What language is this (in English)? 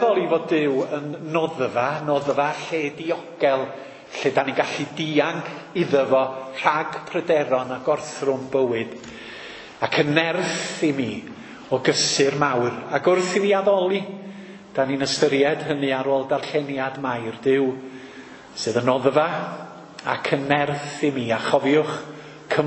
Welsh